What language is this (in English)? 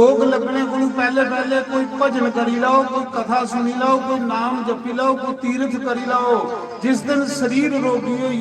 Dogri